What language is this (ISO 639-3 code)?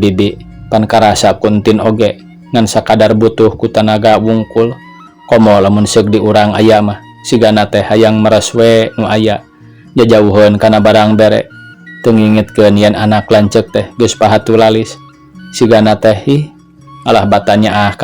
sun